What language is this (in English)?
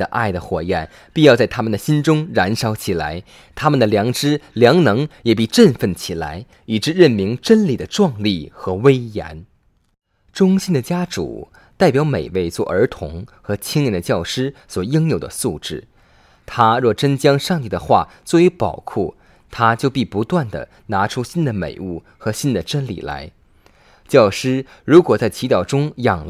Chinese